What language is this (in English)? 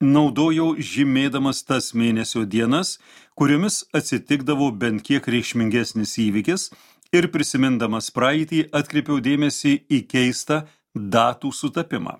Lithuanian